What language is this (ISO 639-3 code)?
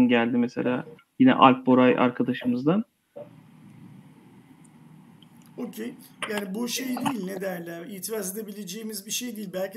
tur